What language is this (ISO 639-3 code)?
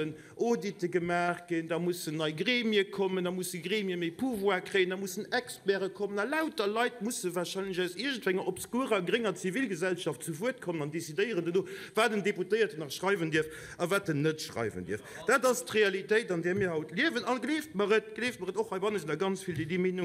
ltz